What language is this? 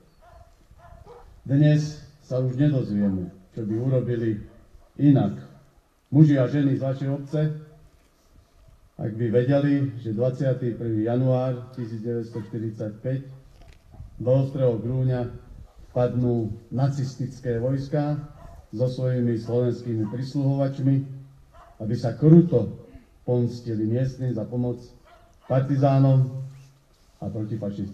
Slovak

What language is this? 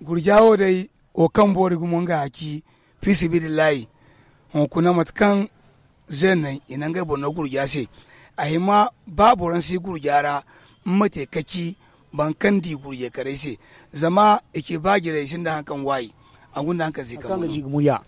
Zarma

